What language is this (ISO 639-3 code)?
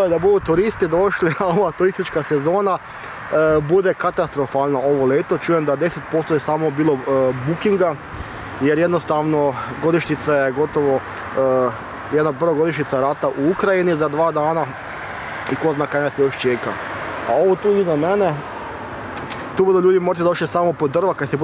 hrv